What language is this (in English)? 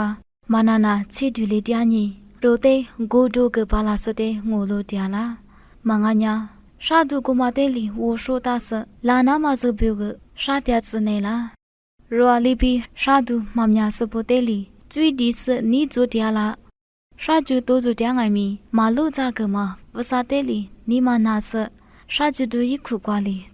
Lisu